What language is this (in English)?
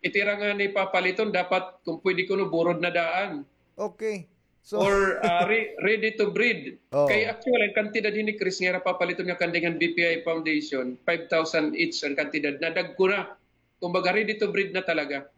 Waray